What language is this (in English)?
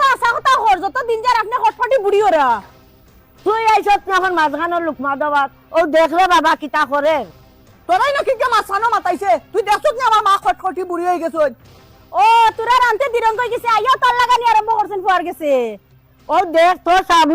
Sylheti